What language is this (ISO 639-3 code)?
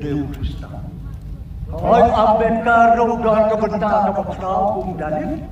kha